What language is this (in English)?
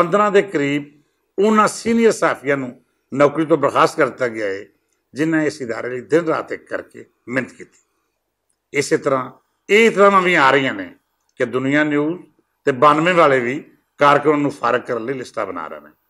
Western Panjabi